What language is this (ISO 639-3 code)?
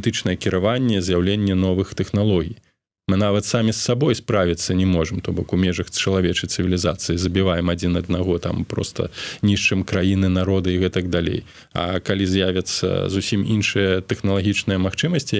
bel